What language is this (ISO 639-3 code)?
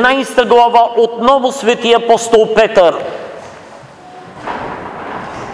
bul